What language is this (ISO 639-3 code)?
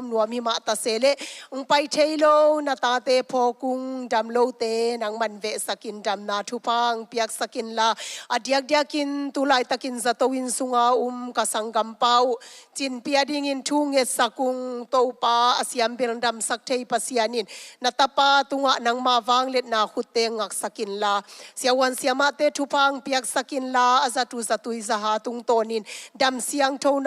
ctd